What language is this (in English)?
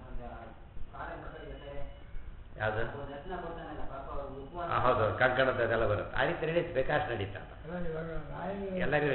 Kannada